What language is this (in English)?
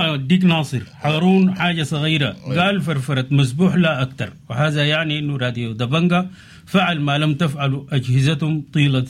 Sudanese Arabic